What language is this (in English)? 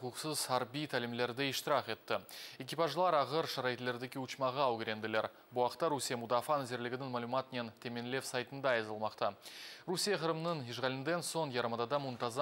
Crimean Tatar